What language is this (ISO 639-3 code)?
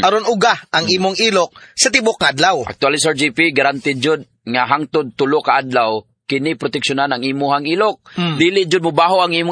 ceb